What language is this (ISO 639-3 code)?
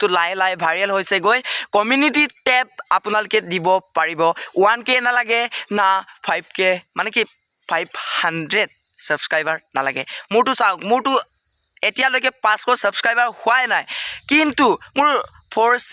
asm